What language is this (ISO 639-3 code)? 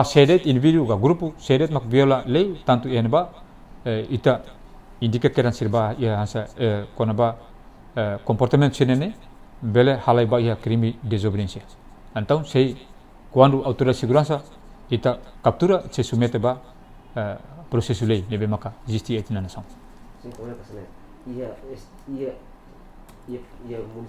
tet